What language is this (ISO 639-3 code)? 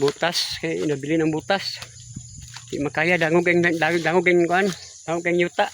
ceb